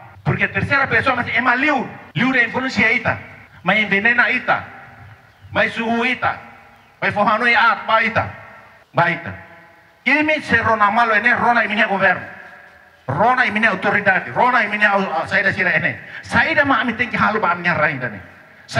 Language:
Tetum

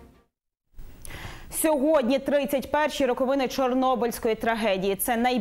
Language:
Ukrainian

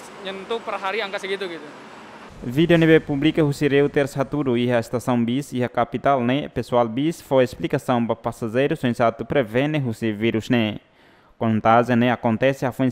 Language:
Tetum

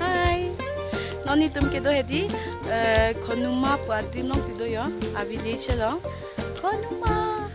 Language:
Karbi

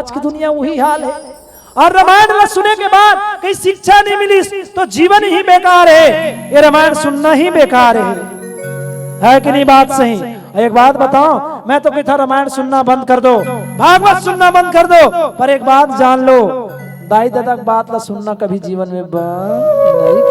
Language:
Chhattisgarhi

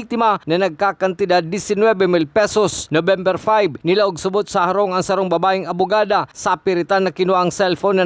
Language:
Bikol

